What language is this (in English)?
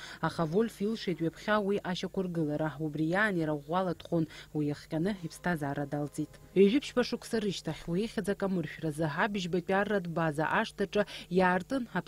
Abkhazian